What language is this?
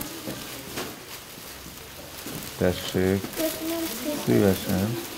Hungarian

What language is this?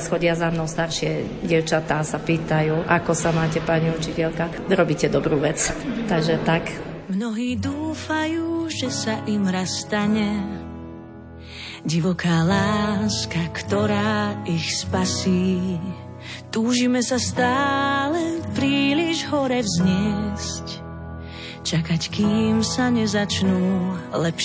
Slovak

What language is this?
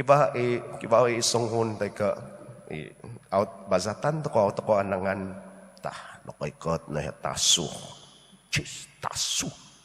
Central Dusun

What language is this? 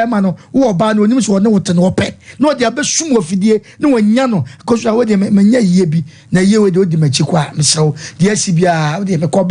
Akan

